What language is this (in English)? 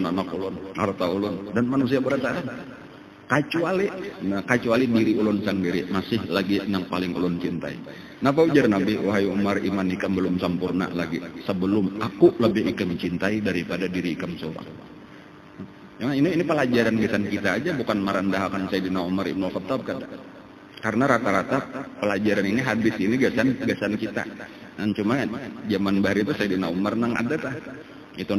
Banjar